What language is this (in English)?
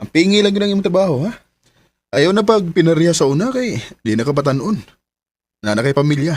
Cebuano